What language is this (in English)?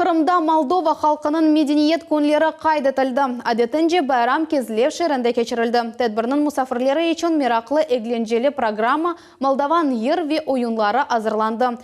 Crimean Tatar